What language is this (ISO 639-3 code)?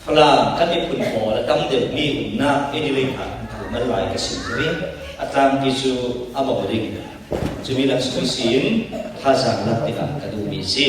cfm